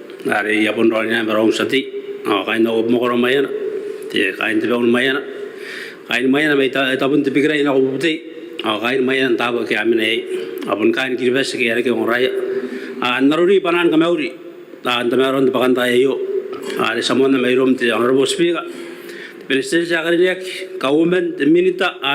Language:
Gilbertese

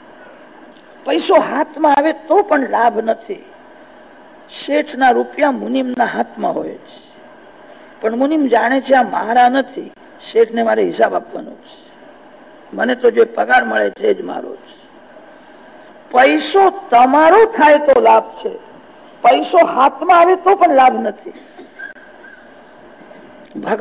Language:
Gujarati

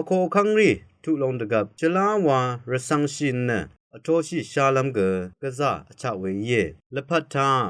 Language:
Rawang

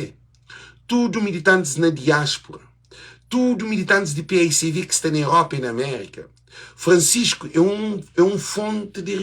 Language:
Kabuverdianu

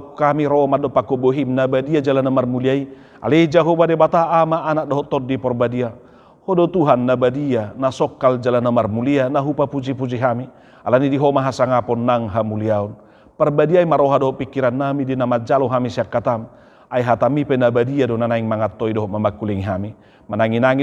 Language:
Batak Toba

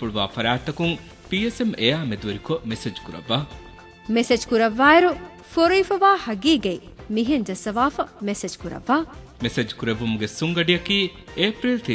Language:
Divehi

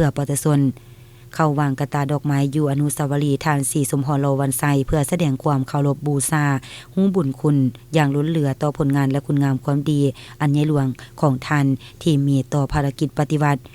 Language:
Lao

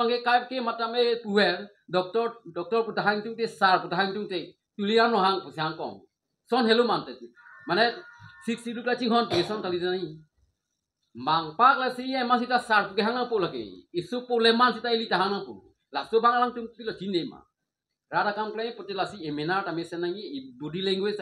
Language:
Karbi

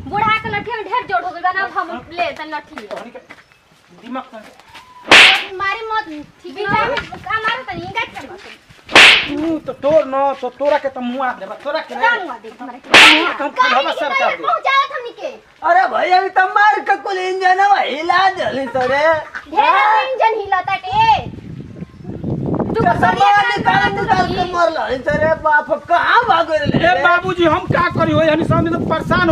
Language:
Bhojpuri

